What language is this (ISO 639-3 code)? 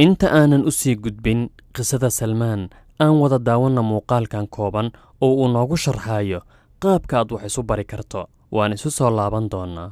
som